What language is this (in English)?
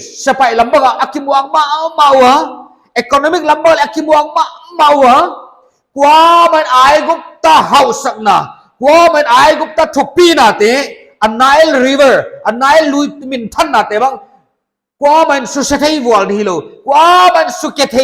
Paite Chin